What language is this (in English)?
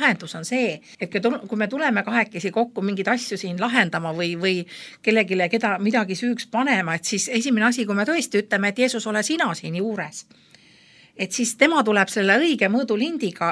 Estonian